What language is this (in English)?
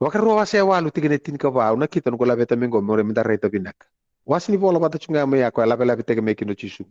Fijian